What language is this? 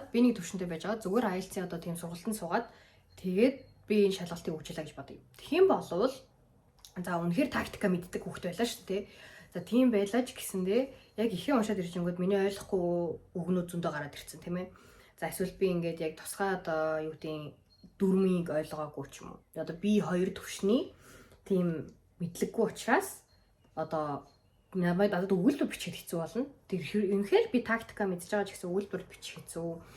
Mongolian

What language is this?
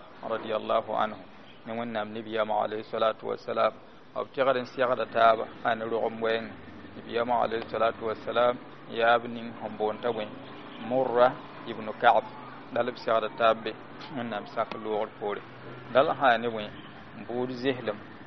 Mossi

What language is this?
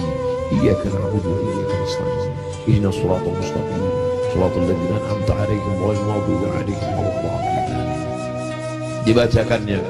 Indonesian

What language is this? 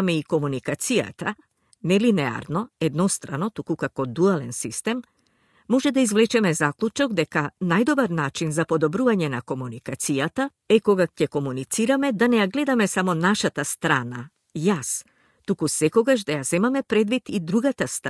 Macedonian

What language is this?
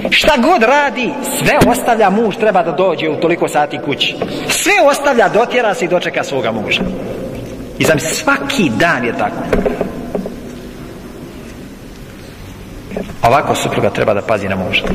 Bosnian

